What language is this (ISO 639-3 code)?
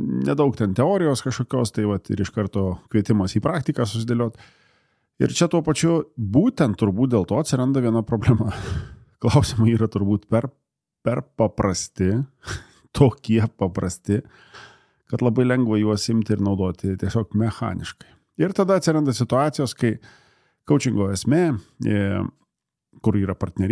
lit